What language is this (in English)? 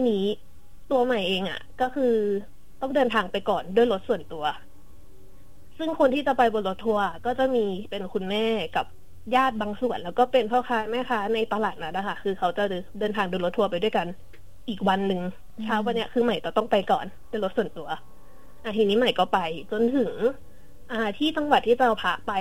Thai